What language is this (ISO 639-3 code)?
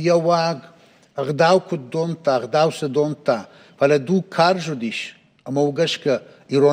oss